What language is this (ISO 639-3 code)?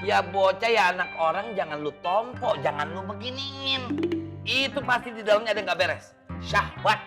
bew